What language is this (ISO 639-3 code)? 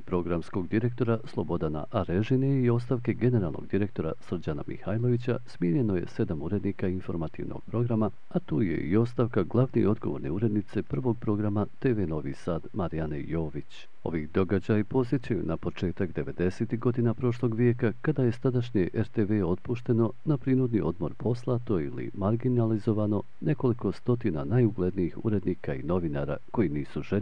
bos